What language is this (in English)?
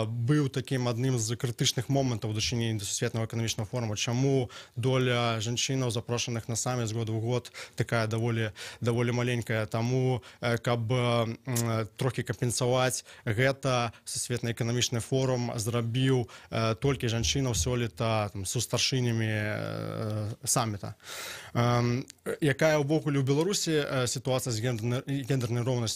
Belarusian